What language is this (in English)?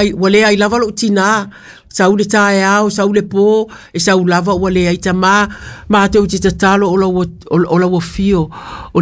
Samoan